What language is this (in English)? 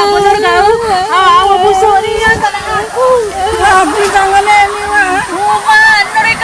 Musi